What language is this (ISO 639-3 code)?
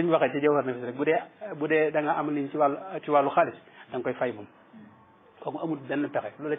wol